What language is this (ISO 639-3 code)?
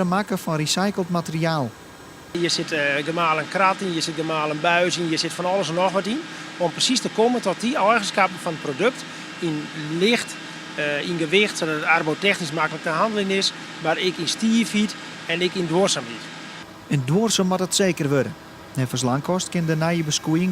fry